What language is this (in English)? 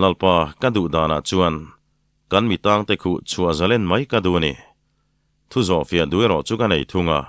Mizo